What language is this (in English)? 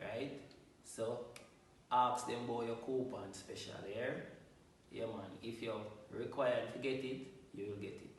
Jamaican Creole English